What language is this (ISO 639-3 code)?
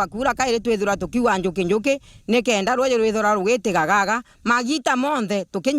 mer